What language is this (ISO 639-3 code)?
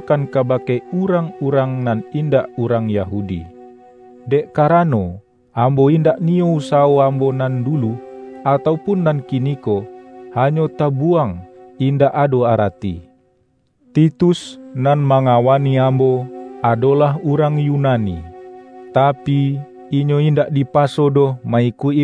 min